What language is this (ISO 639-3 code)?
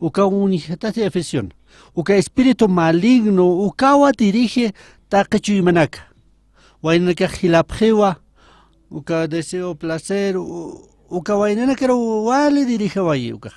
aym